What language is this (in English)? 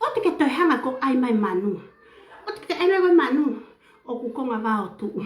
Tongan